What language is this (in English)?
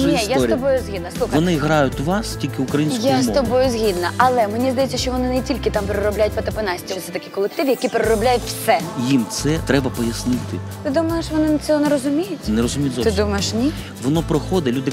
Ukrainian